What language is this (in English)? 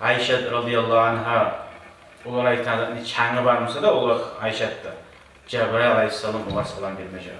Kumyk